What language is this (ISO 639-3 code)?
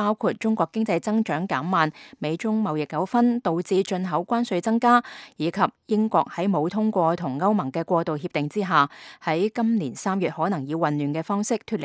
yue